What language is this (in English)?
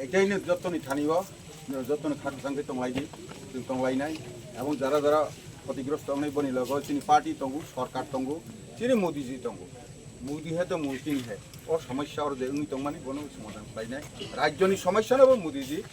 Kok Borok